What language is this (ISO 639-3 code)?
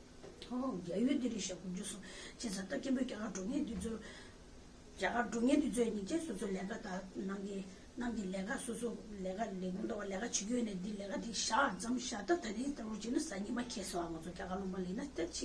bod